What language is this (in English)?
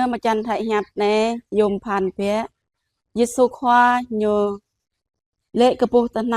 Jarai